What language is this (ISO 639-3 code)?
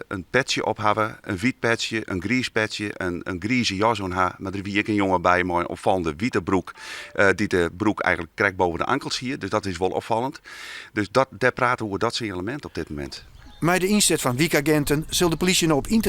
fry